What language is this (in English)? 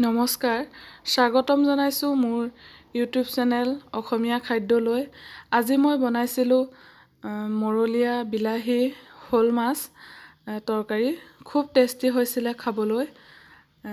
Assamese